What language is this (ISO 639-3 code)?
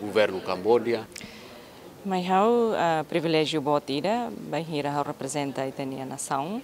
tet